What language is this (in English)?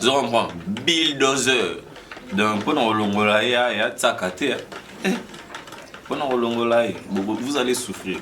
Lingala